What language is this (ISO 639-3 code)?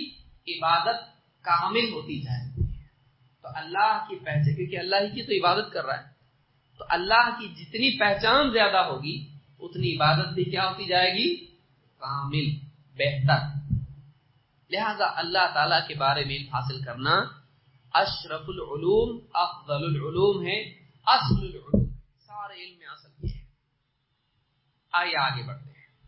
urd